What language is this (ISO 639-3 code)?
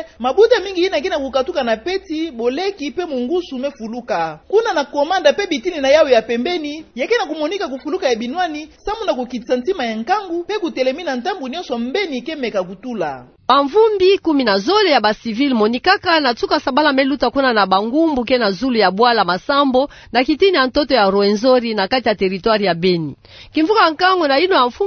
ktu